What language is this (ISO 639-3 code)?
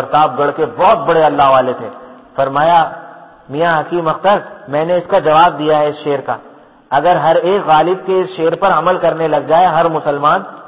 urd